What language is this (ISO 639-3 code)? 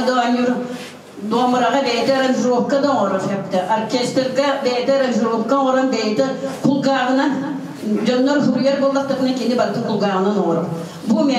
sah